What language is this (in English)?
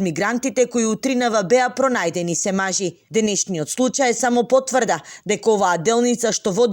Macedonian